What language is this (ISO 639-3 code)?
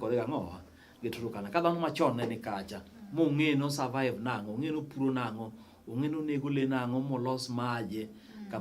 luo